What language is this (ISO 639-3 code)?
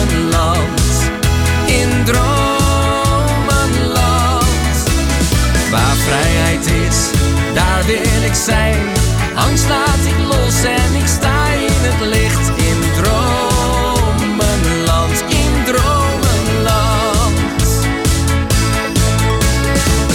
nld